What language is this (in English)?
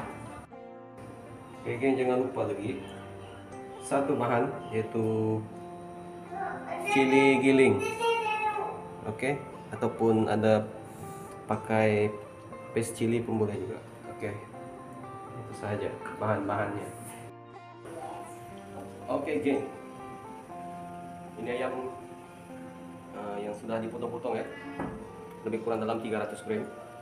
Malay